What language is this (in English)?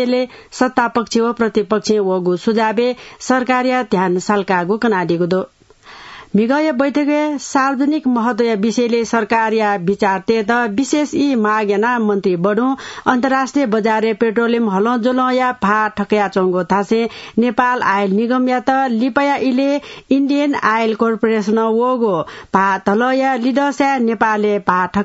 Newari